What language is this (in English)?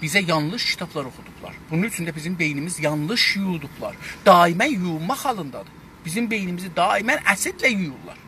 South Azerbaijani